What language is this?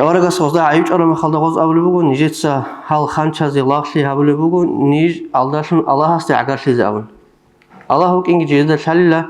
Avaric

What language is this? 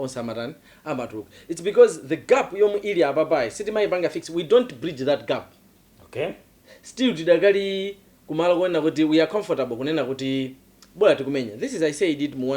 Nyanja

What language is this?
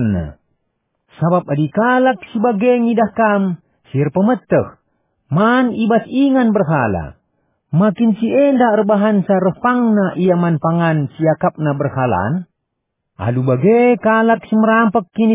Batak Karo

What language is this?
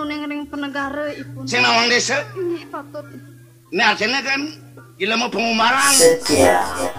Balinese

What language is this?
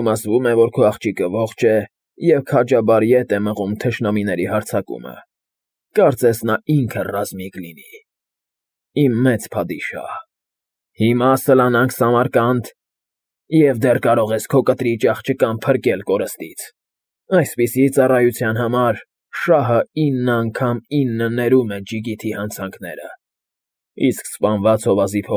Armenian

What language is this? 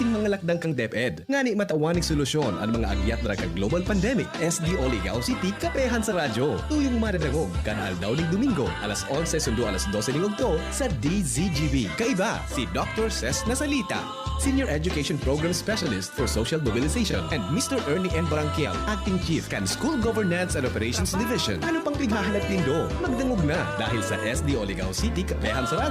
Bikol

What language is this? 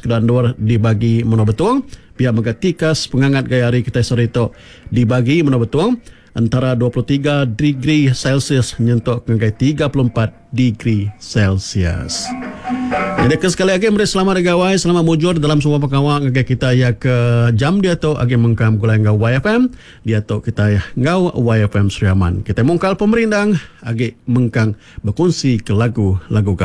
Iban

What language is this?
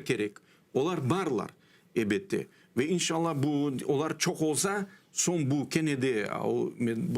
Crimean Tatar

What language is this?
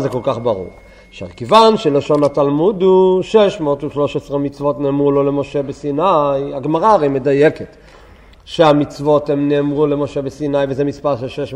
Hebrew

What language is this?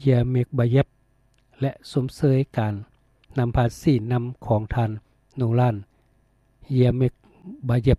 Lao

